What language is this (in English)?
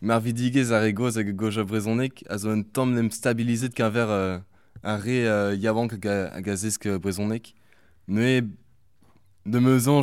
Breton